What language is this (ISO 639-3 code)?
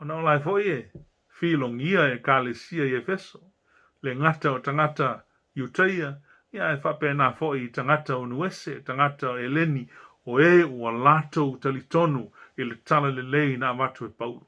smo